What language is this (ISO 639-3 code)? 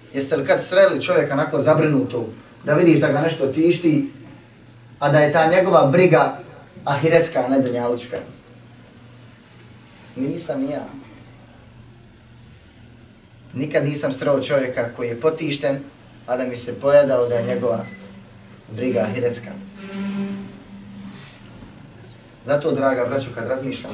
bos